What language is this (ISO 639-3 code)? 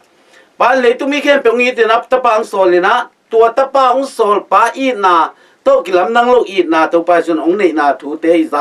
ctd